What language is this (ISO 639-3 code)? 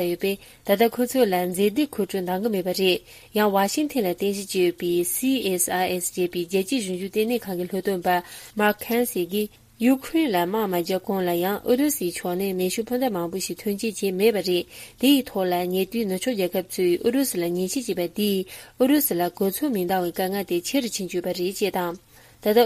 bod